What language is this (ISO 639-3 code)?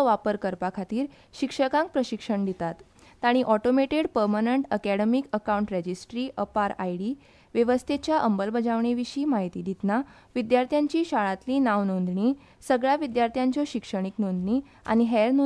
kok